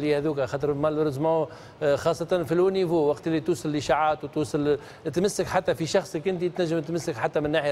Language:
Tunisian Arabic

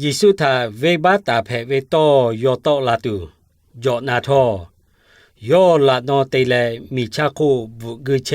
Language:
Lahu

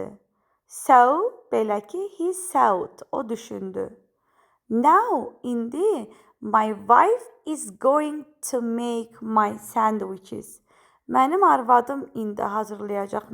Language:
Azerbaijani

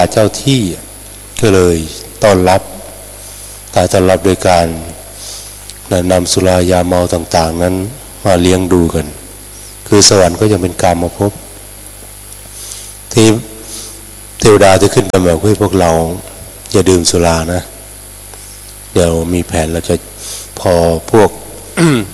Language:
Thai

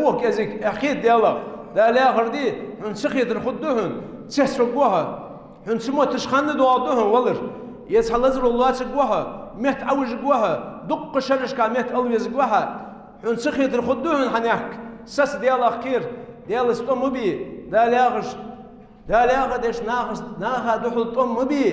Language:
Ingush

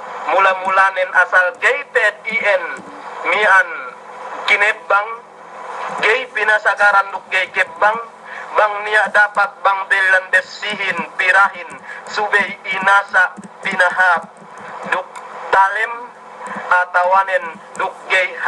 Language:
Yakan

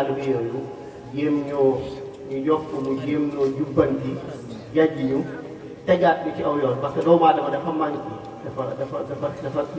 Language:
Wolof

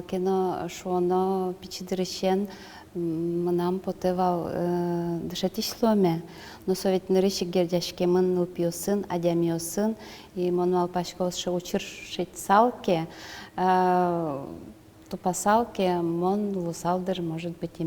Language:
Udmurt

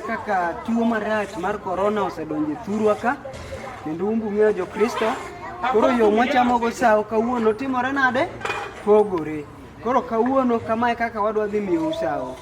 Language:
Luo (Kenya and Tanzania)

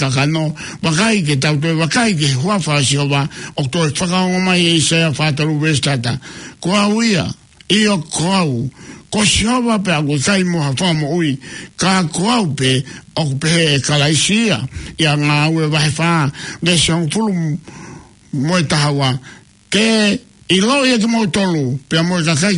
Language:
Tongan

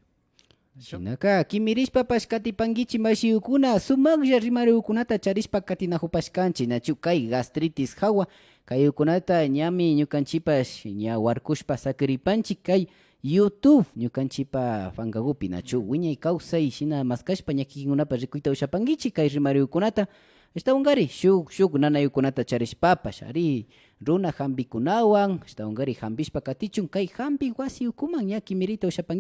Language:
Imbabura Highland Quichua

